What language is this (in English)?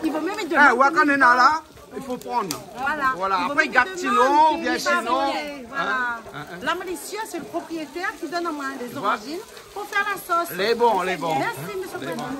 Réunion Creole French